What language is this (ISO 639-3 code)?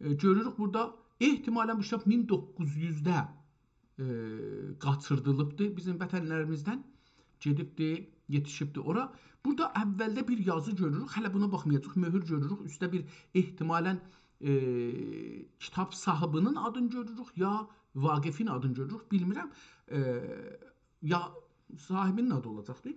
azb